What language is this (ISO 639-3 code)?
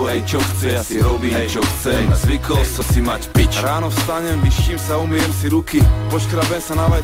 slk